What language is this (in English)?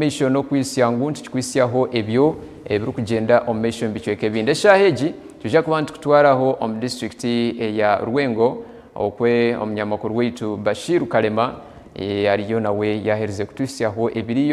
Nyankole